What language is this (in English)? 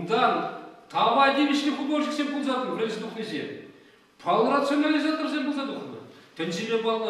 Chuvash